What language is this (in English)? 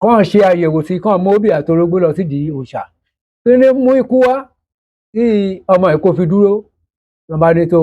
Yoruba